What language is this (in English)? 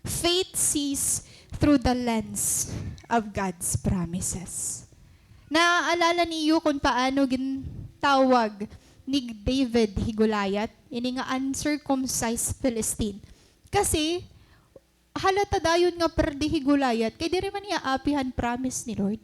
Waray